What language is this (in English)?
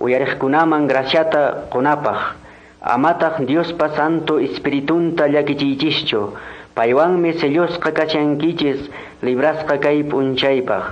Quechua